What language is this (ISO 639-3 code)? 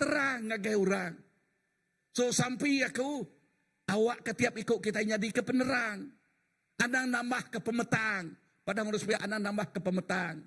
iba